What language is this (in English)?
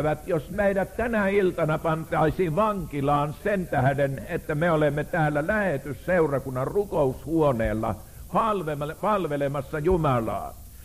Finnish